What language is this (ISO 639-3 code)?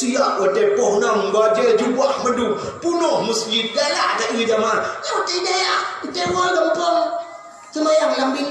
ace